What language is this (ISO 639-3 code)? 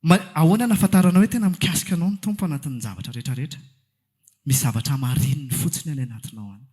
mlg